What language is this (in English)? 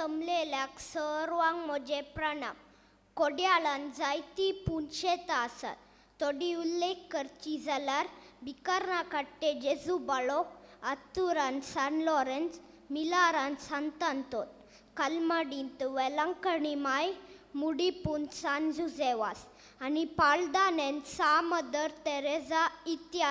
Konkani